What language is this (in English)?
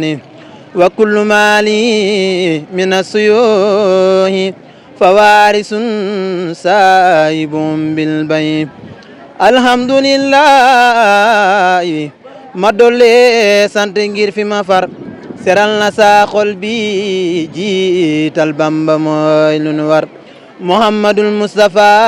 Wolof